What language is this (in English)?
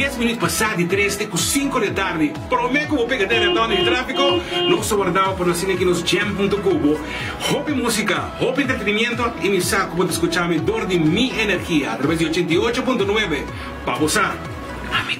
Papiamento